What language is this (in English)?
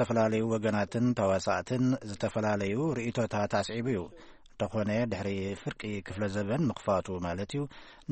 Tigrinya